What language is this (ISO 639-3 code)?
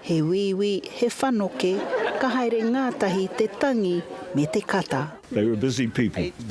mri